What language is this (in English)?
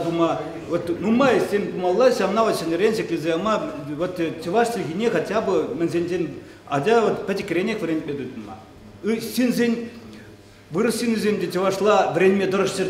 Chuvash